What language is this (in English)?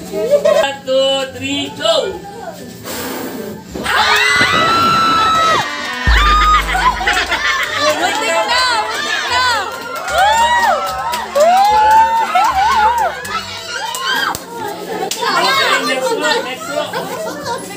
Filipino